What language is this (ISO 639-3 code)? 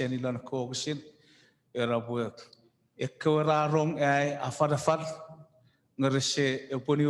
chk